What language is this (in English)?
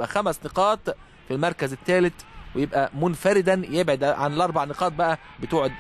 Egyptian Arabic